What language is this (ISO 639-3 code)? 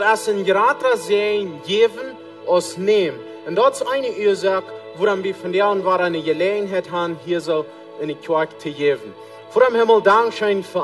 pdt